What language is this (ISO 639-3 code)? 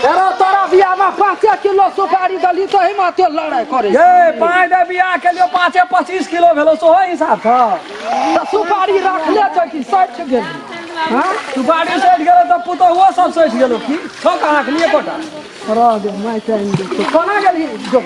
mai